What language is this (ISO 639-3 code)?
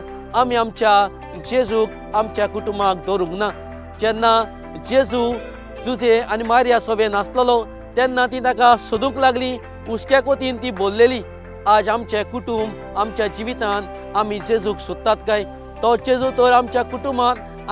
kok